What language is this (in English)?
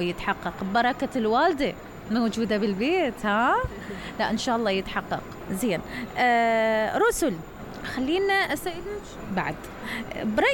Mesopotamian Arabic